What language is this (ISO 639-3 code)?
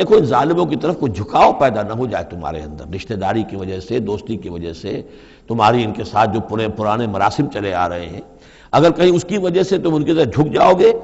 urd